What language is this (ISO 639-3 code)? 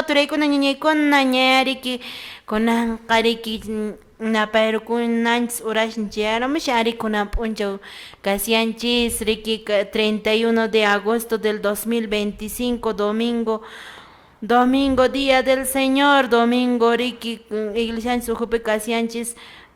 que